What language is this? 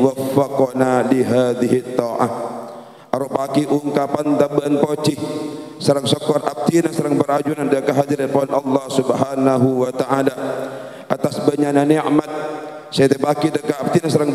Madurese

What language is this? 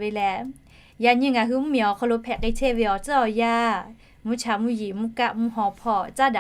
Lahu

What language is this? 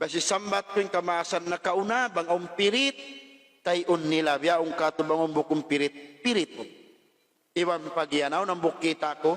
Tausug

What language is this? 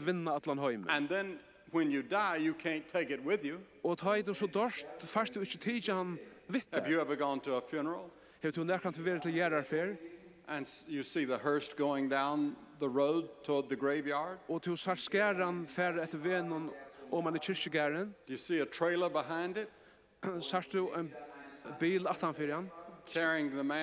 Faroese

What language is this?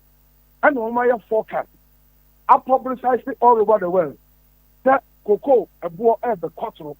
Akan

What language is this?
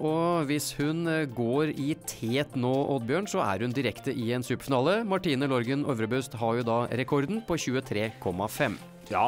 Norwegian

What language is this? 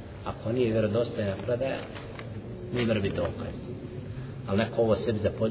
Bosnian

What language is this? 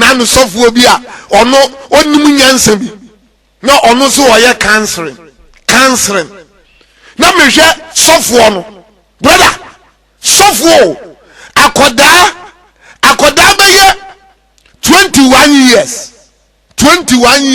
Akan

